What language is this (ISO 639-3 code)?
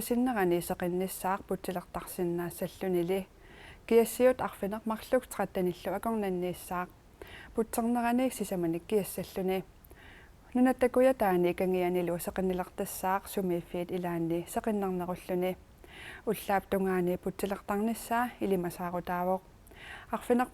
kal